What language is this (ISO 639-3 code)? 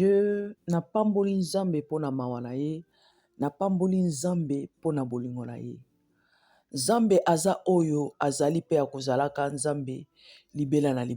lin